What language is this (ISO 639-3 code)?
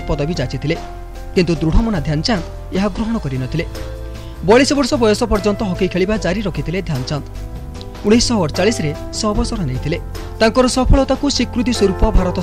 ori